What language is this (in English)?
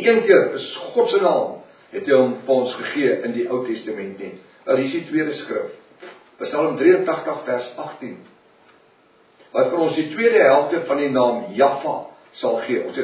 Afrikaans